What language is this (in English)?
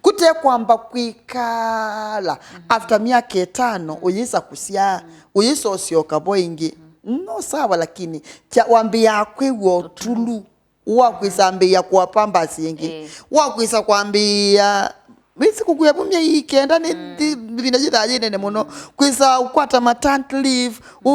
Kamba